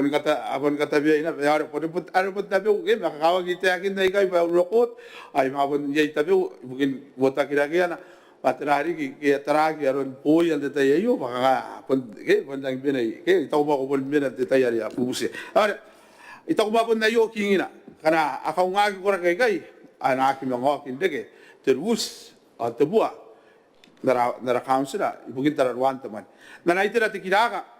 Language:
Gilbertese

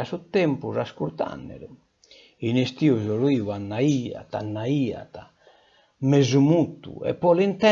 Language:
Sardinian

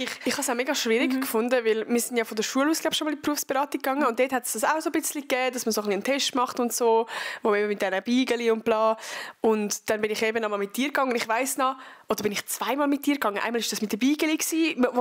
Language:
Swiss German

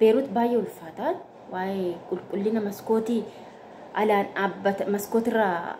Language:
Oromo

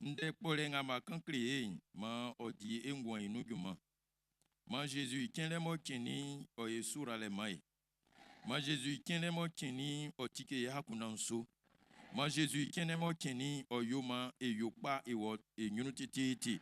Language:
Baoulé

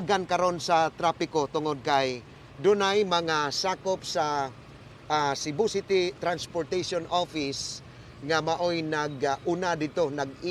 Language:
Cebuano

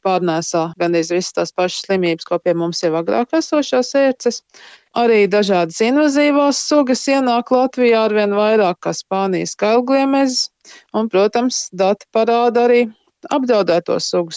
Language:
Latvian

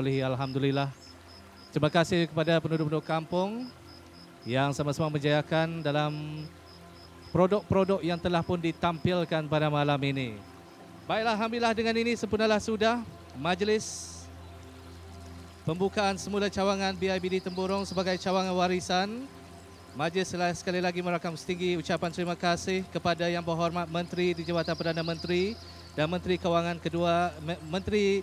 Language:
Malay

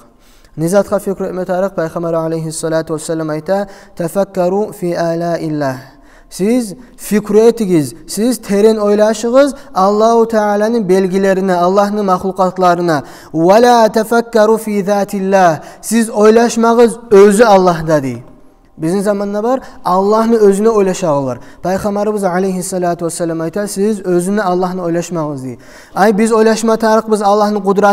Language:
Kumyk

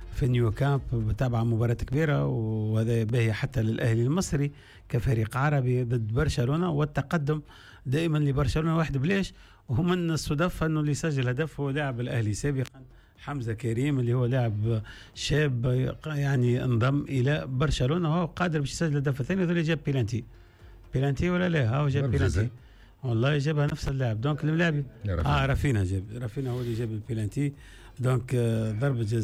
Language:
Tunisian Arabic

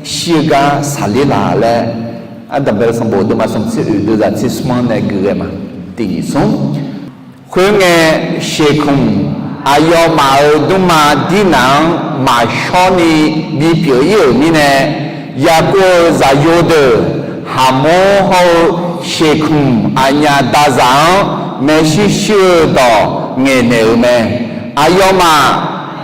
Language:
Akha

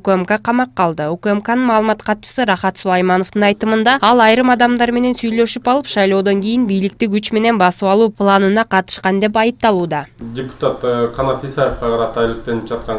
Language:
Kyrgyz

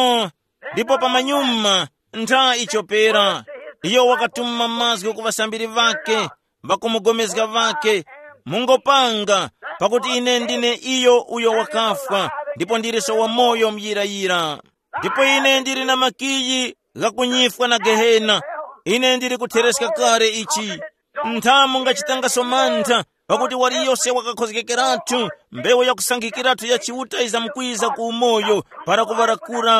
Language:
Tumbuka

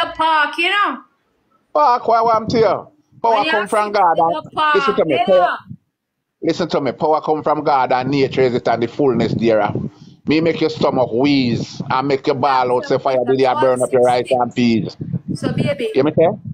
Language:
Jamaican Creole English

